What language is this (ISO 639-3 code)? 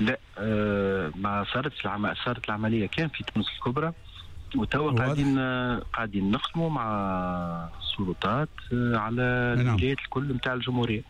aeb